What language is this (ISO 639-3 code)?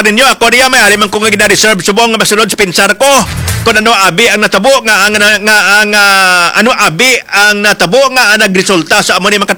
hil